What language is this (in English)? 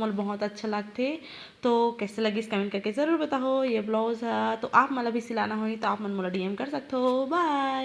Chhattisgarhi